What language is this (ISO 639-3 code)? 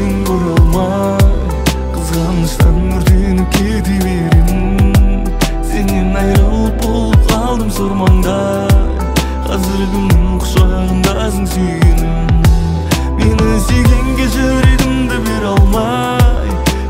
kaz